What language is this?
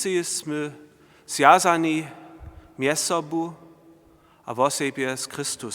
Upper Sorbian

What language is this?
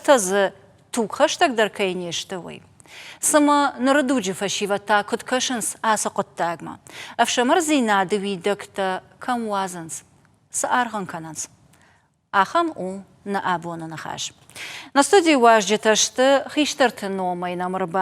Ossetic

